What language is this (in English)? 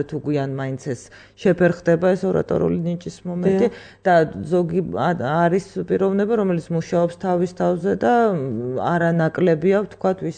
Georgian